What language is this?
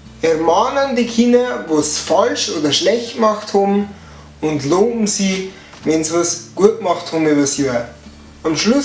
Bavarian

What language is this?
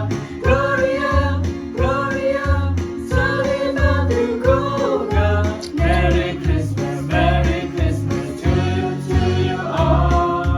S'gaw Karen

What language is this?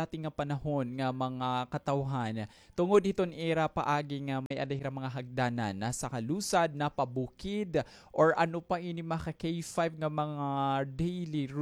Waray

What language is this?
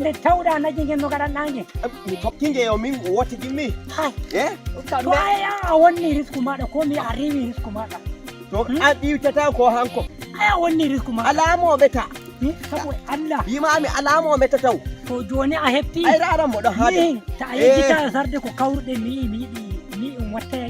Nigerian Fulfulde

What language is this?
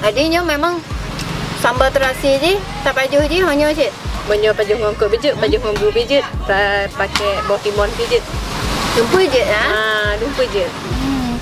Achinese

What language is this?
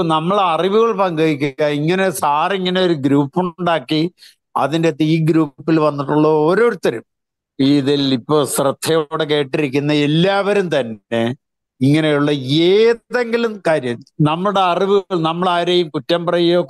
Malayalam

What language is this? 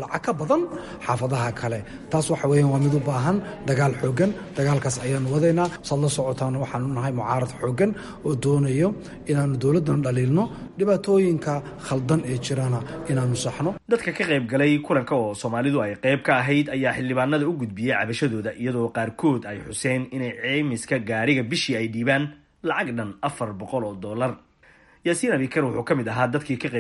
Somali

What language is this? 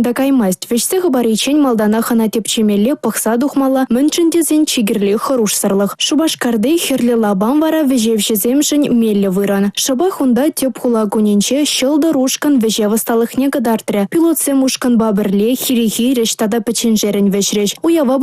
Chuvash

